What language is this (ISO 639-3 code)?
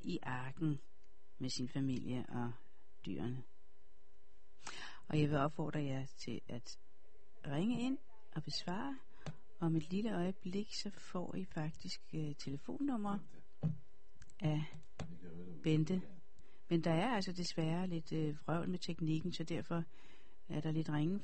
dan